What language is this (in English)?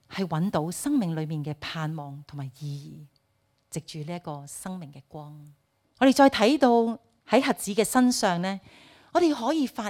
Cantonese